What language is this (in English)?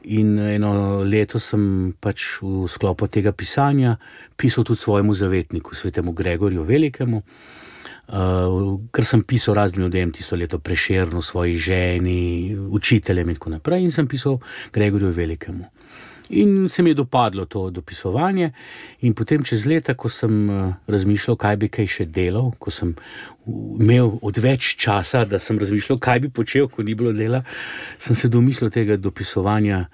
Slovenian